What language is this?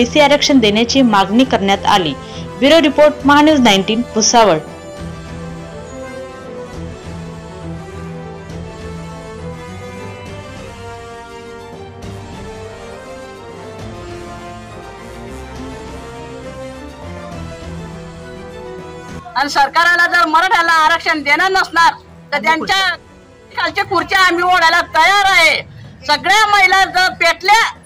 Marathi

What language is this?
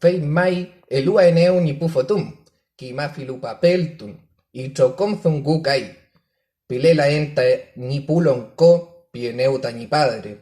Mapuche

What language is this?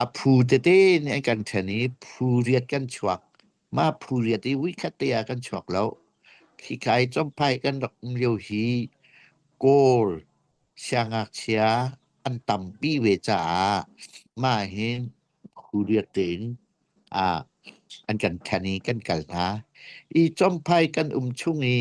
Hakha Chin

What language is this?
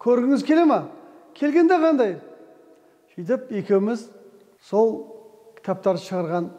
Kazakh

